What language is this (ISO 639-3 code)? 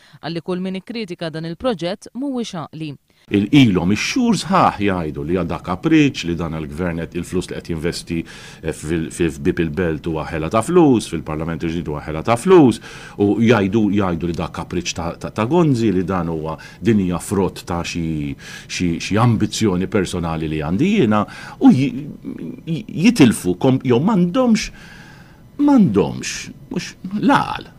mlt